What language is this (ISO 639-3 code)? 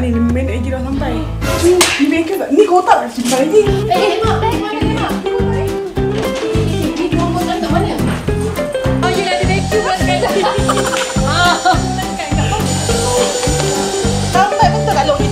msa